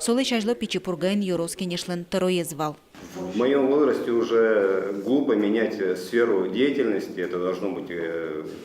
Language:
Udmurt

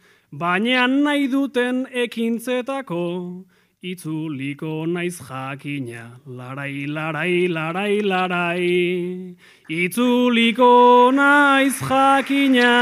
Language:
Basque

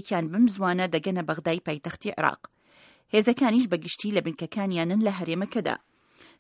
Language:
Central Kurdish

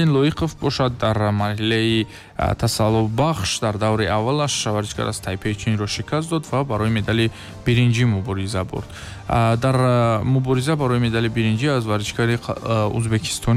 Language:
Tajik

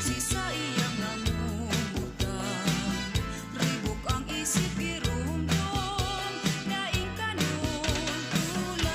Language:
Bikol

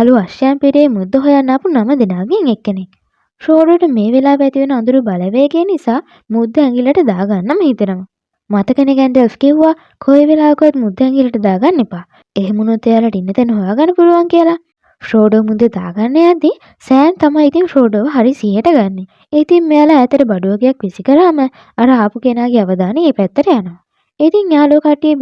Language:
Sinhala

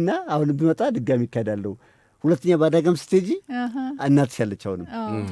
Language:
Amharic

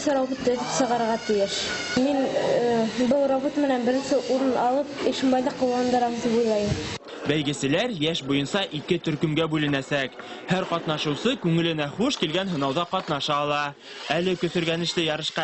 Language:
Bashkir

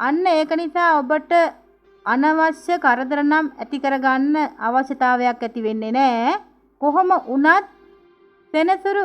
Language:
Sinhala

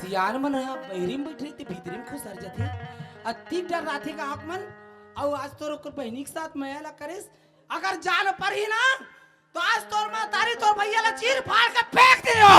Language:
Chhattisgarhi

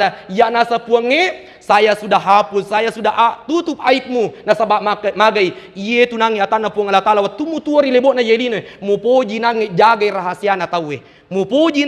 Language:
Buginese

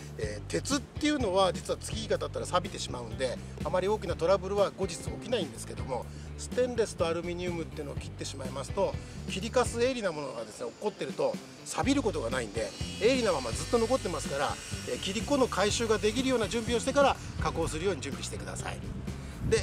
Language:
Japanese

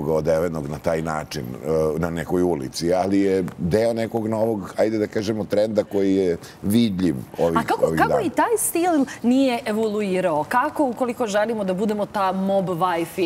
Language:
Serbian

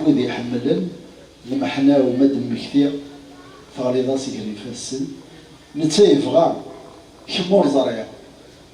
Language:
Kabyle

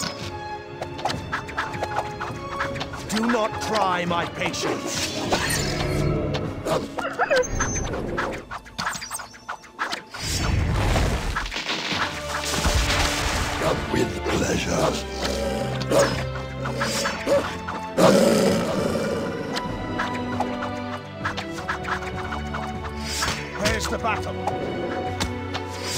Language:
English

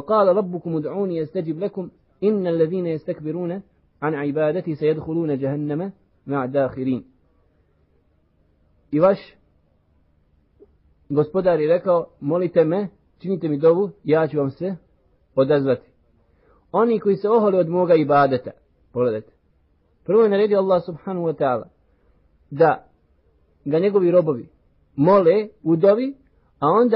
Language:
Bosnian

